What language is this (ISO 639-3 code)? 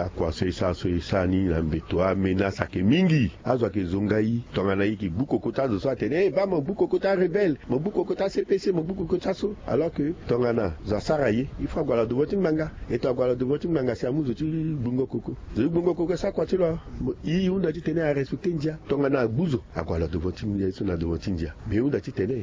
sag